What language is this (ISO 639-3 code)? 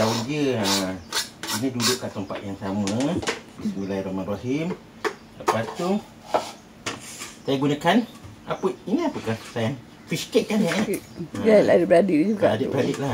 msa